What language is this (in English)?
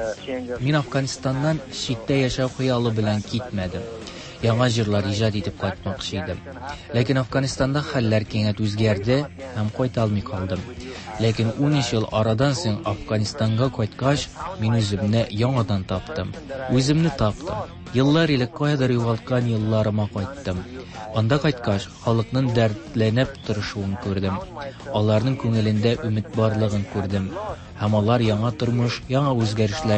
Tatar